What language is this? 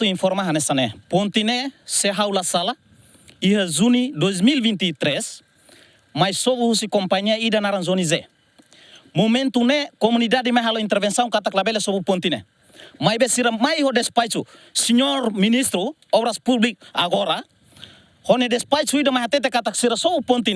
Tetum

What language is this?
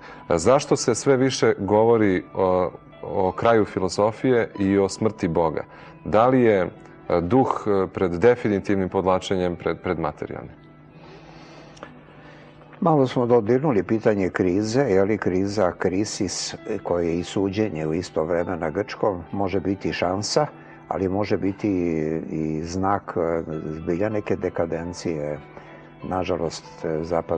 Serbian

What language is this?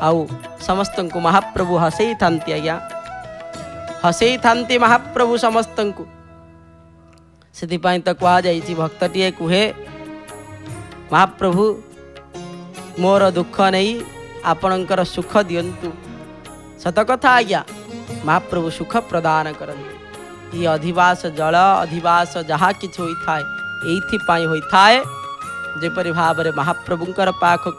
Odia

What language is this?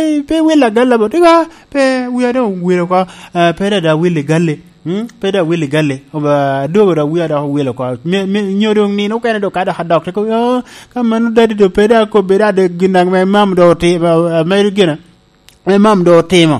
Lango (Uganda)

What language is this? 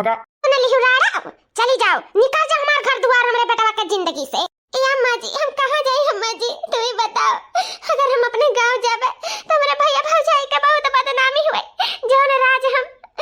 Awadhi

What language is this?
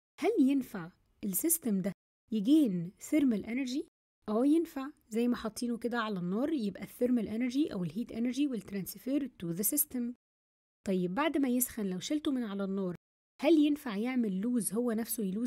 Egyptian Arabic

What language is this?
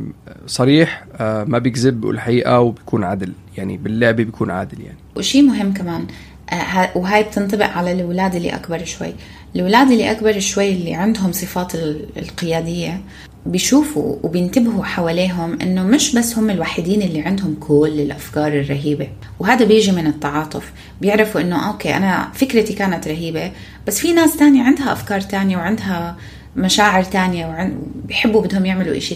North Levantine Arabic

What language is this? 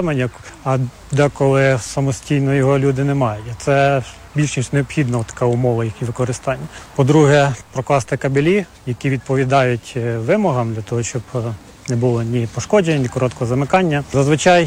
Ukrainian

